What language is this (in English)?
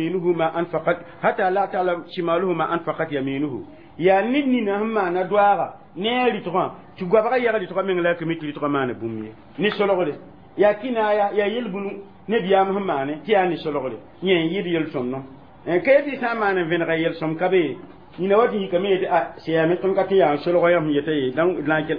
Mossi